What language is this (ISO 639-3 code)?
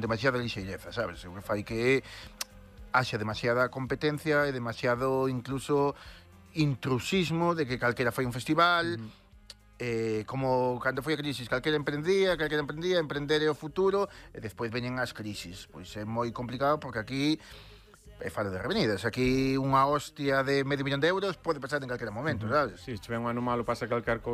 glg